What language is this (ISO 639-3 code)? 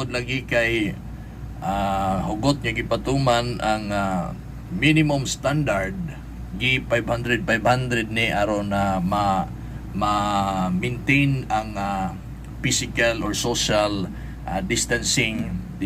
ceb